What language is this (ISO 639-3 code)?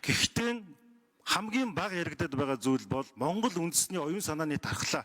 mon